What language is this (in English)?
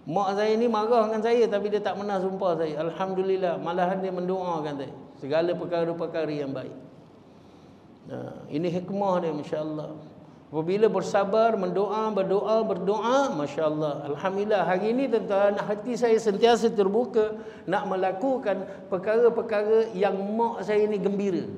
Malay